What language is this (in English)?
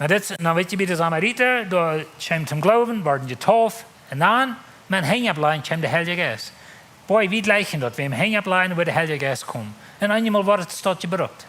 Plautdietsch